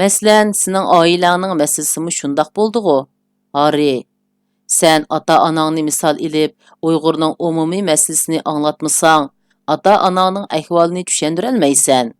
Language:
Uyghur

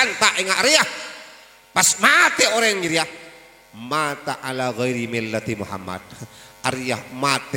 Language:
Madurese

